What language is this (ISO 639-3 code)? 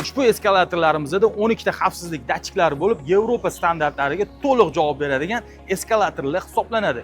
uzb